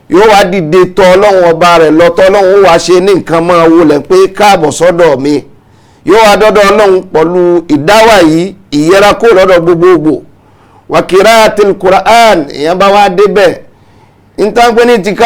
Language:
Yoruba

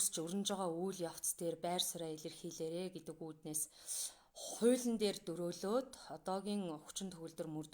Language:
Mongolian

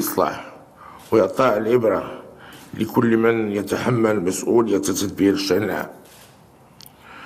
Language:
Arabic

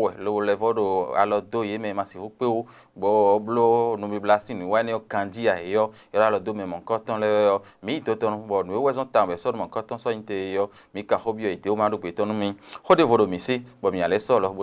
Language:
Fon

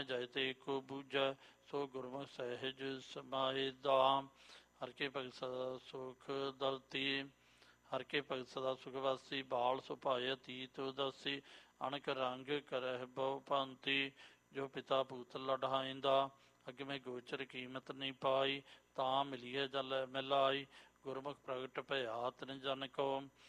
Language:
Punjabi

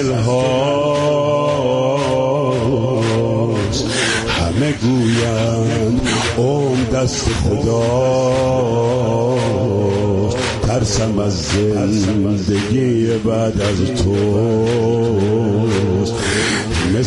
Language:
Persian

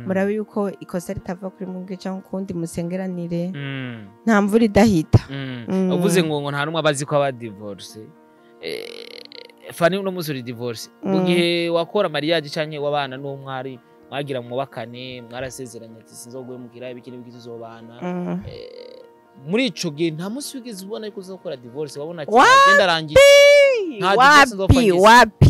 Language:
Rundi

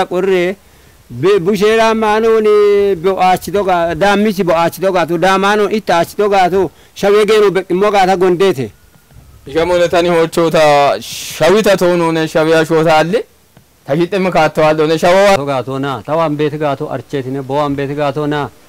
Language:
Kafa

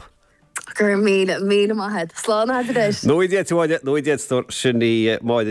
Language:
Irish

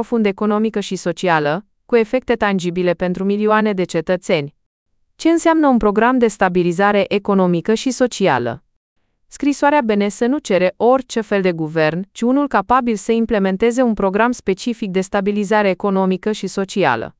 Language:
Romanian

